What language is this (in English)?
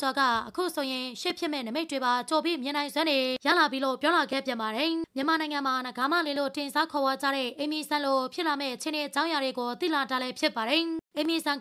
Burmese